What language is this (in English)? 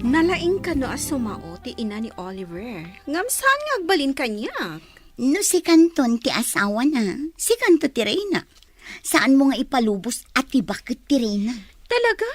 Iloko